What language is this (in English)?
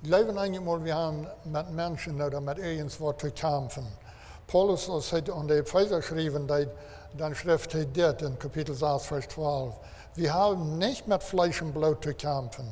Plautdietsch